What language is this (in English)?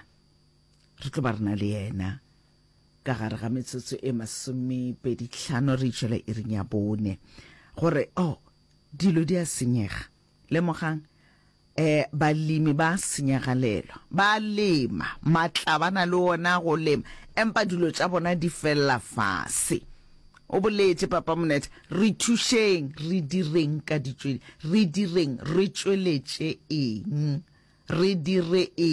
Northern Sotho